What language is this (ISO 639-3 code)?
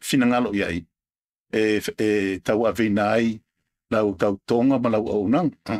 smo